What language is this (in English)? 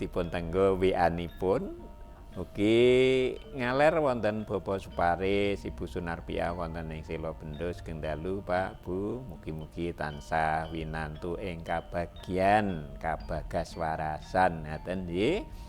Javanese